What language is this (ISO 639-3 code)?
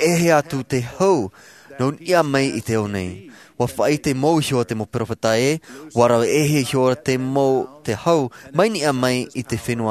tah